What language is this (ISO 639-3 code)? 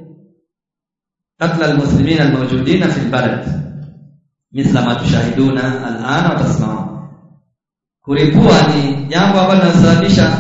swa